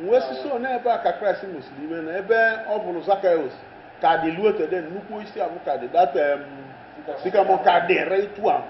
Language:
Igbo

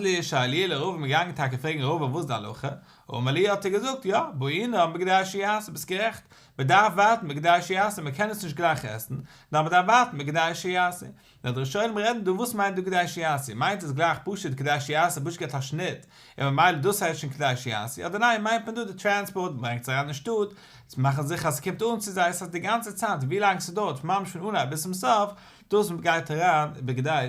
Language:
Yiddish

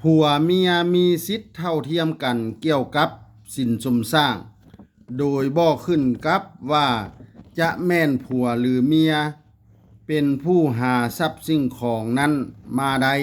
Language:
Lao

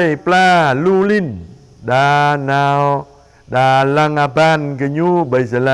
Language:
Jarai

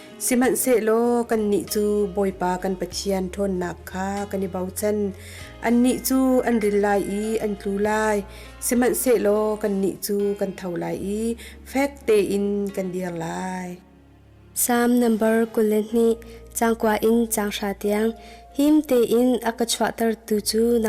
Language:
Hakha Chin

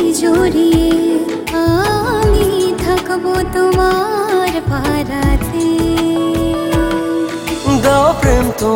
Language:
Bangla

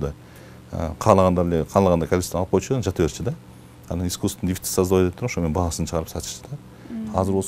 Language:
Kyrgyz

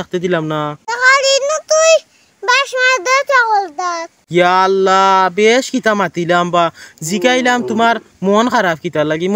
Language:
Sylheti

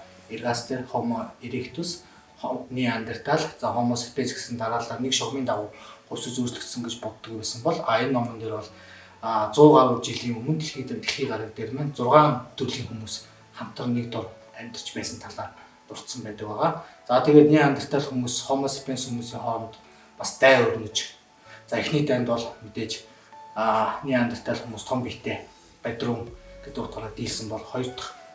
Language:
Mongolian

